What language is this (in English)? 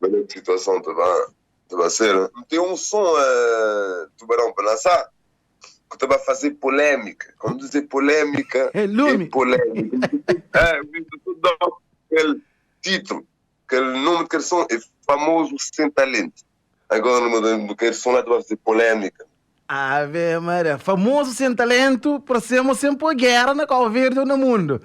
Kabuverdianu